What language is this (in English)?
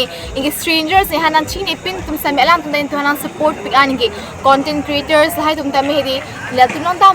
Karbi